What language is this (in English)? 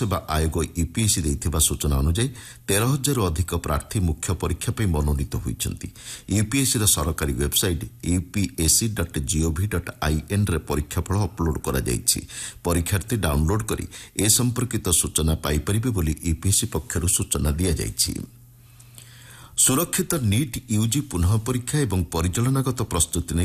Odia